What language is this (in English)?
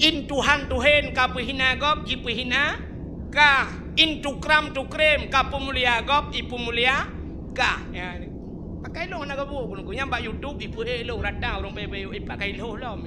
Achinese